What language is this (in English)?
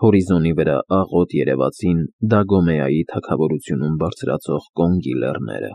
Armenian